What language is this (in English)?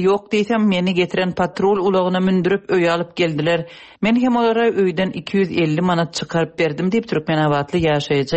Turkmen